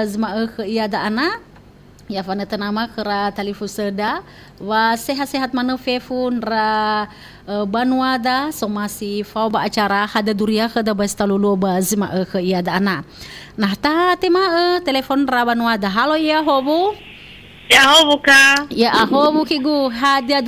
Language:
Nias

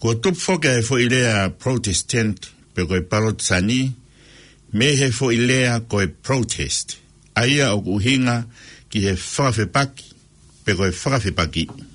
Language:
Tongan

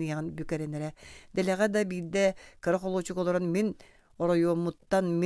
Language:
Yakut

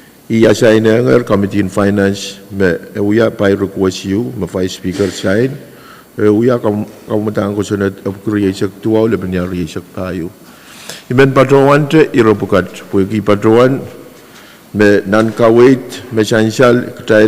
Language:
Pohnpeian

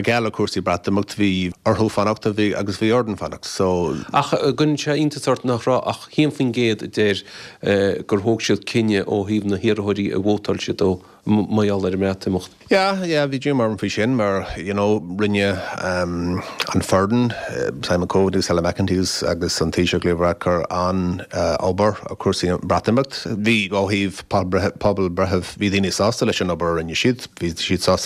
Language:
Irish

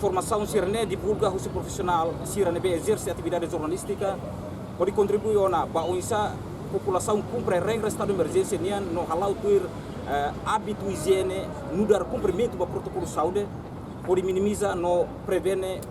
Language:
Tetum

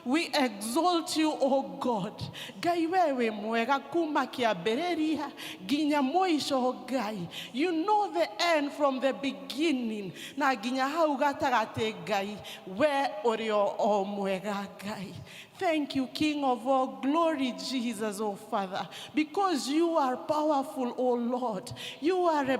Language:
Kikuyu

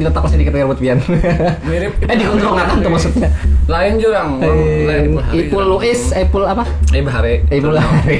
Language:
Banjar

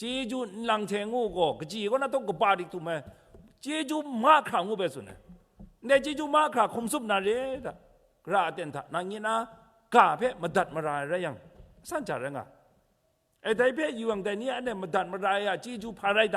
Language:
Kachin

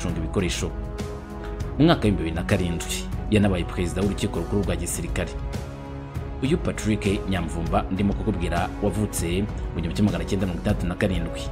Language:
Kinyarwanda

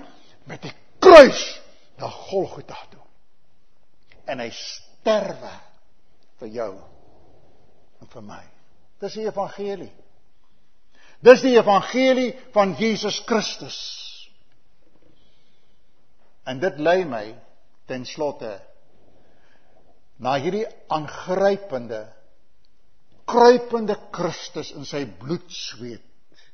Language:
Afrikaans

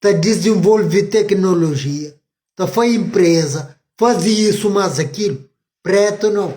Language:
Kabuverdianu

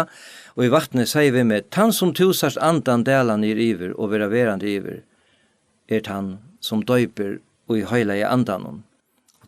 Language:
Faroese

